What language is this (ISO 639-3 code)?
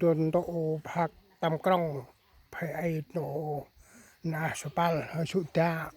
cmo